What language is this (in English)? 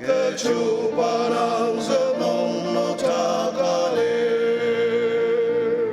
Ao Naga